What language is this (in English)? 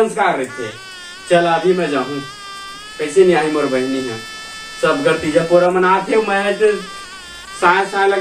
Chhattisgarhi